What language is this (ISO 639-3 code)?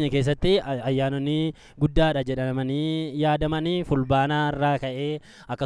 orm